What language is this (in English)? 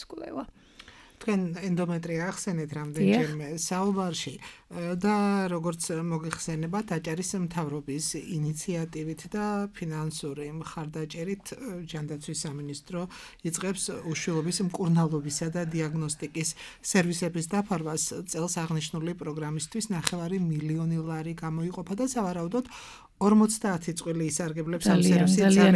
Georgian